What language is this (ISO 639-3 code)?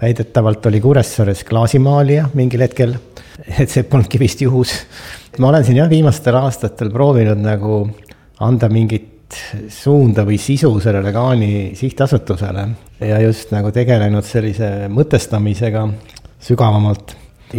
est